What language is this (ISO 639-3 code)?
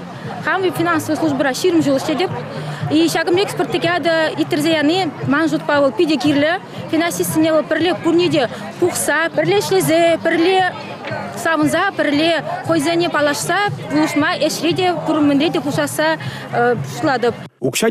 chv